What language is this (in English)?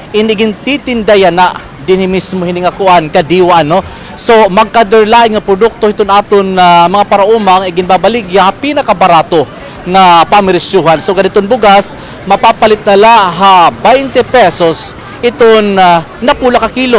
Waray